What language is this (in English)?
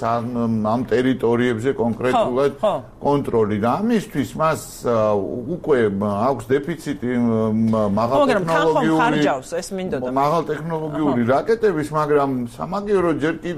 Georgian